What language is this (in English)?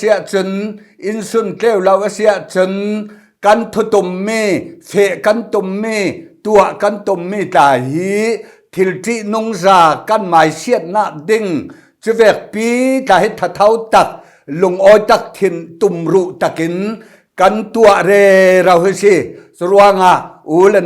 Falam Chin